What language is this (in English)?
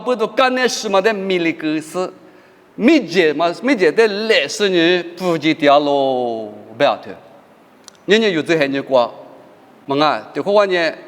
Lisu